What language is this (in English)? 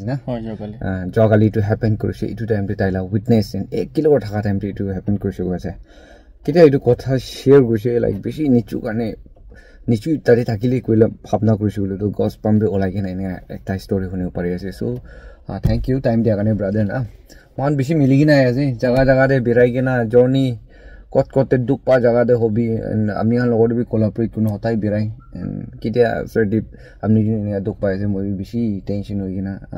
Naga Pidgin